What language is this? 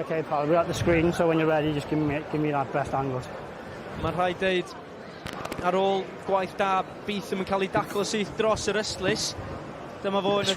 Welsh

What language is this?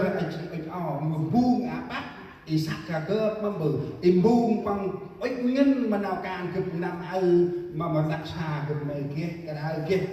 Central Mnong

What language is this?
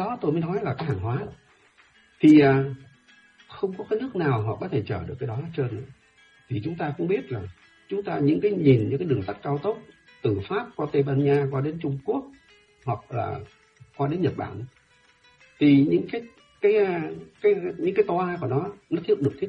Vietnamese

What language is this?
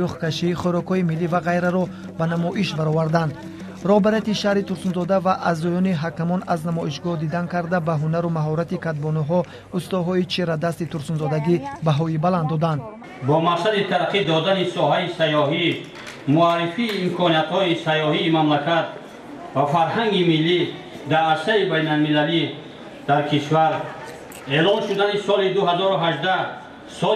Tajik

